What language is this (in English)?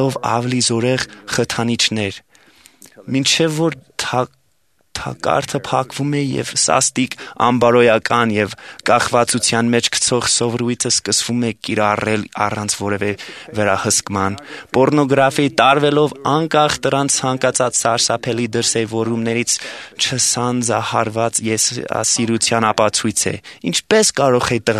Armenian